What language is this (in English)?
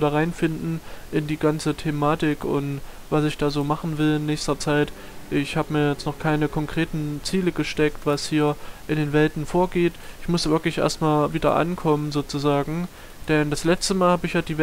German